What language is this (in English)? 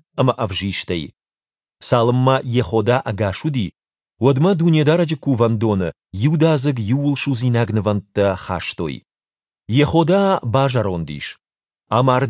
Ossetic